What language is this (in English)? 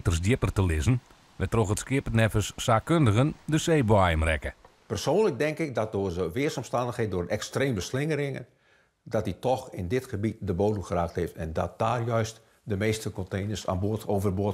Western Frisian